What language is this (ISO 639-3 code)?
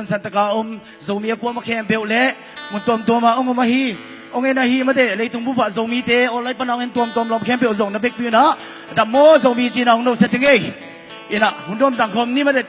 ctd